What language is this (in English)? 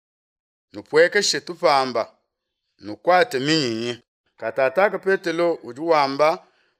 Luba-Lulua